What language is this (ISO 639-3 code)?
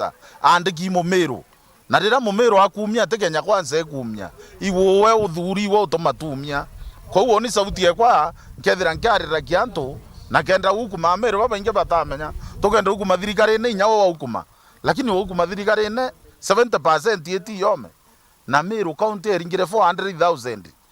mer